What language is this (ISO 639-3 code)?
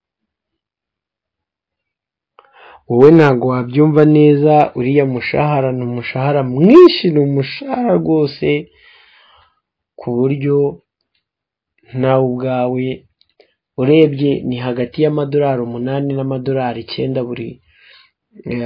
kin